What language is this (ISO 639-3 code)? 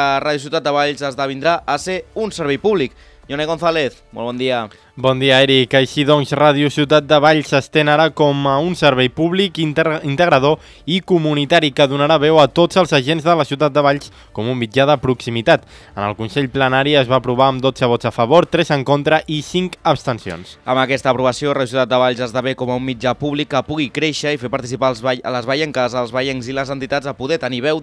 cat